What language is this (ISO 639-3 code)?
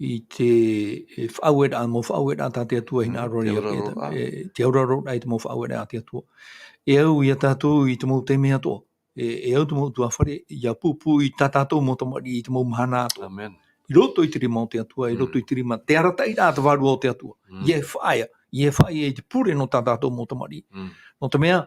tah